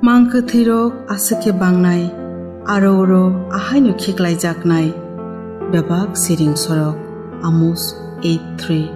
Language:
Kok Borok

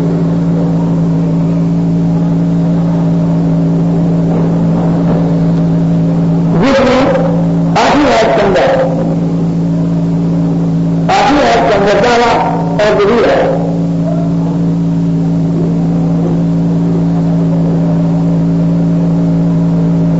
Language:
Urdu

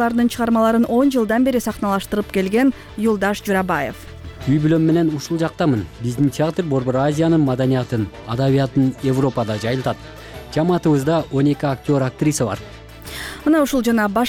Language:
Kyrgyz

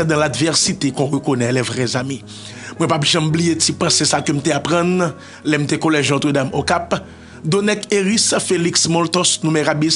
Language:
Haitian Creole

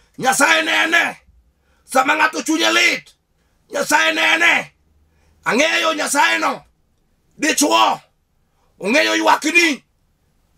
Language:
Luo (Kenya and Tanzania)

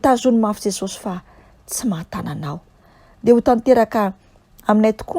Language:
Malagasy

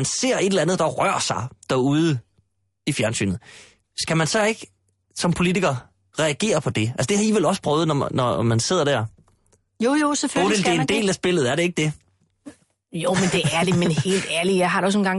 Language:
Danish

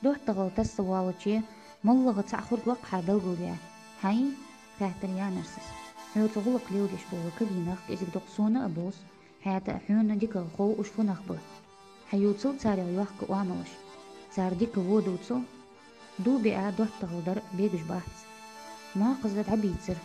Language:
Ingush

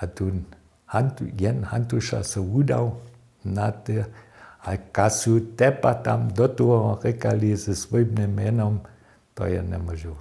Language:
Upper Sorbian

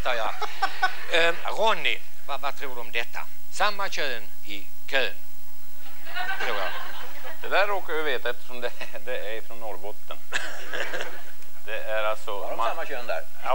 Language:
Swedish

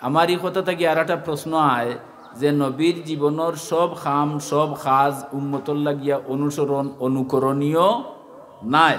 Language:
Sylheti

